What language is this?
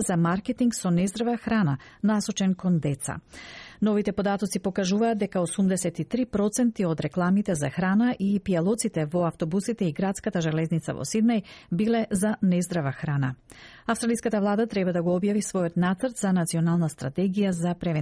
Macedonian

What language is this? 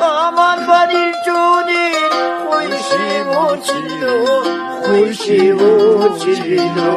Lak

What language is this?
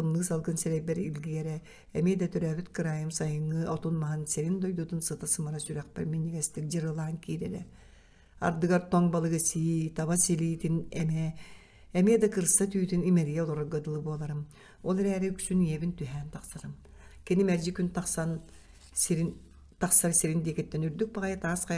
Yakut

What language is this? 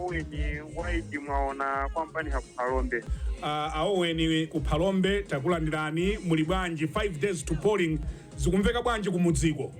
Nyanja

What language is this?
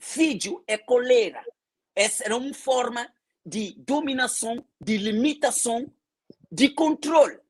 Kabuverdianu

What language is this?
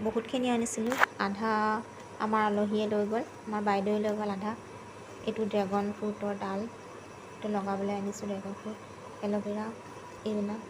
Assamese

